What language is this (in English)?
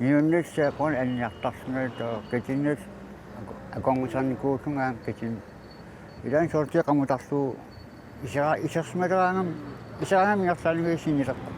Kalaallisut